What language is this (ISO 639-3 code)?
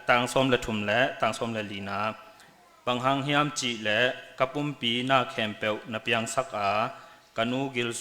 cnh